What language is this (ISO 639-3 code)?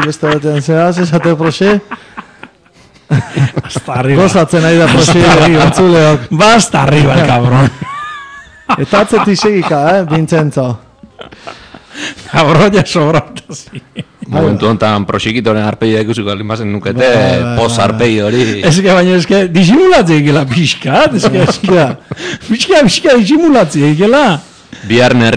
eus